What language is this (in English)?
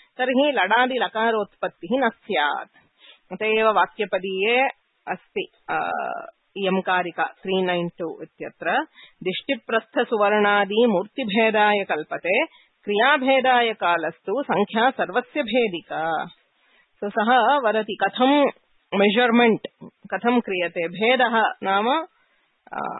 Sanskrit